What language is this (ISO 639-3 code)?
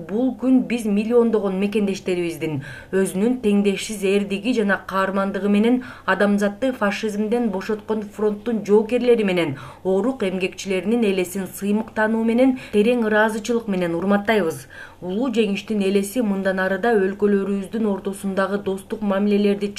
kir